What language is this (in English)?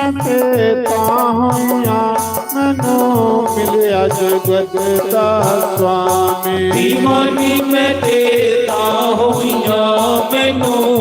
Dogri